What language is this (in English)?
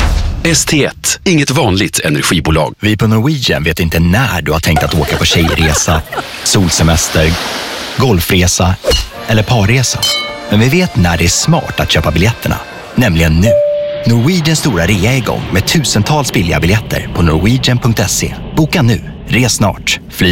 Swedish